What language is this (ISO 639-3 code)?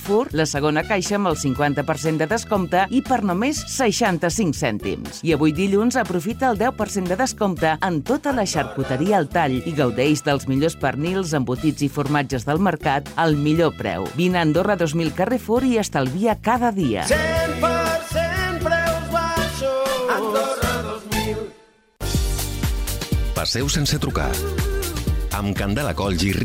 cat